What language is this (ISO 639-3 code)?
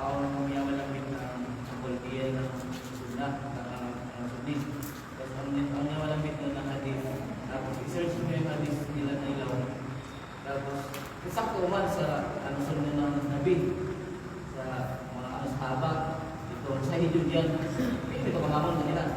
kqe